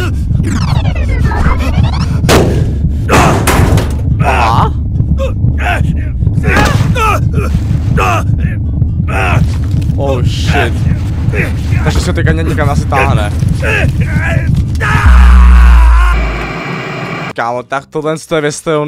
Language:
Czech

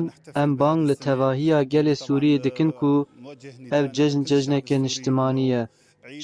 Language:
Kurdish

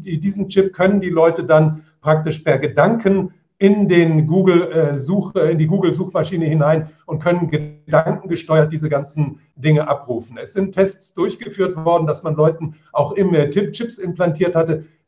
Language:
German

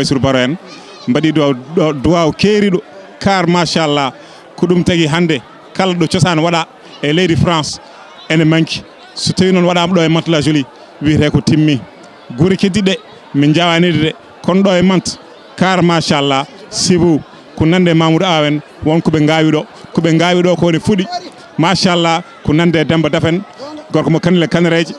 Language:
Fula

